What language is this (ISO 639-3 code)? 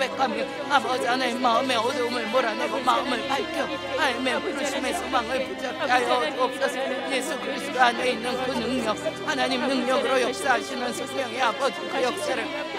kor